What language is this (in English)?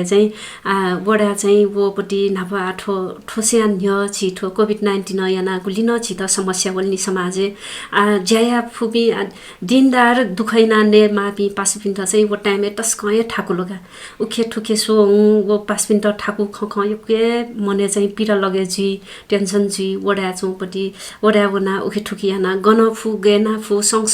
Newari